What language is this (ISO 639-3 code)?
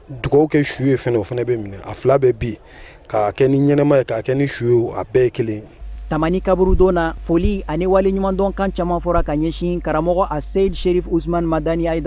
bam